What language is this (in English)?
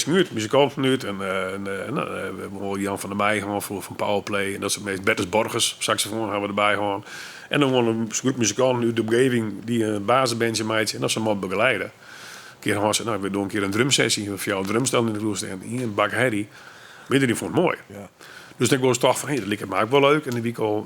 Western Frisian